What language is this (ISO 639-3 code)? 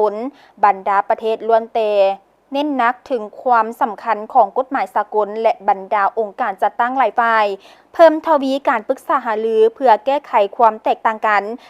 lao